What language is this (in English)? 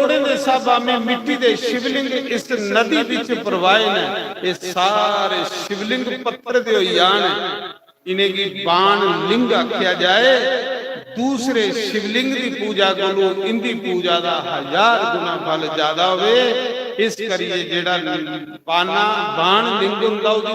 Dogri